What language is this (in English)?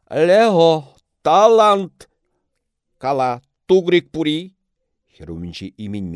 Chuvash